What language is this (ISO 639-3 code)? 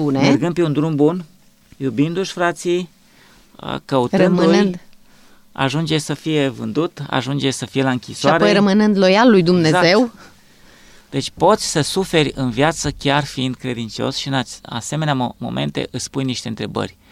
ron